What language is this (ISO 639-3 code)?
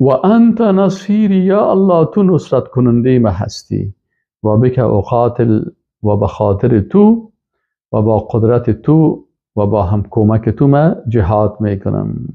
fas